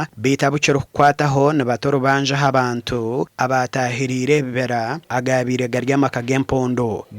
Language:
Nyankole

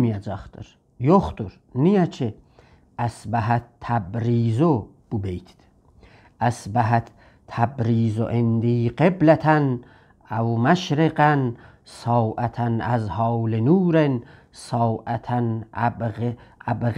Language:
South Azerbaijani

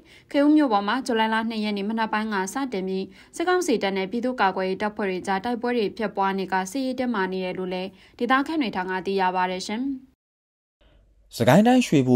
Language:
Burmese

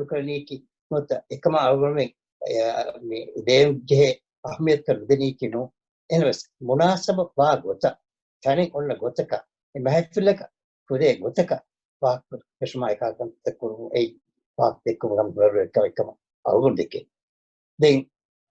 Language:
Divehi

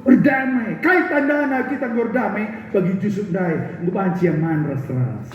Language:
Batak Karo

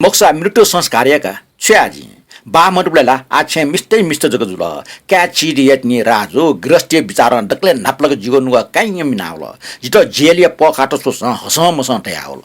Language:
Newari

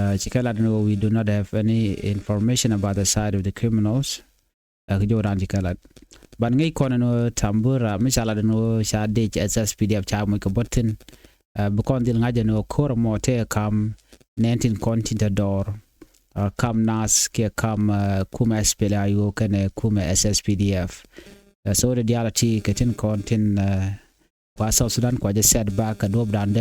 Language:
Nuer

